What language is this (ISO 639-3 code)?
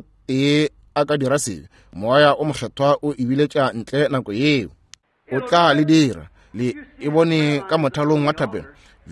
nso